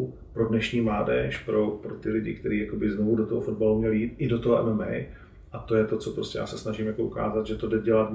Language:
Czech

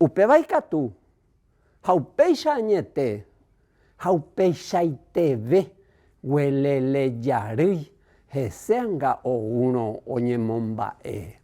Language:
Guarani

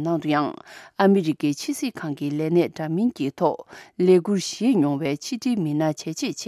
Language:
Tibetan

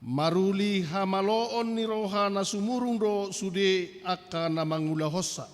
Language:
Batak Toba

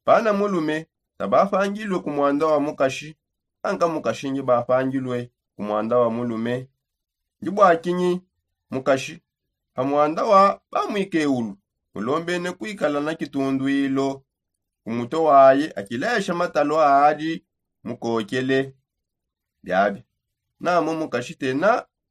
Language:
Songe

